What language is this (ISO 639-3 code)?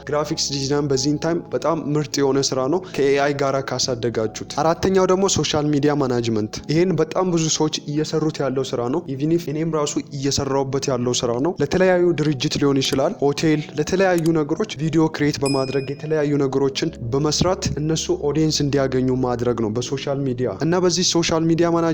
amh